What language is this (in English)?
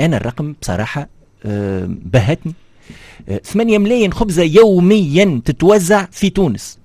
Tunisian Arabic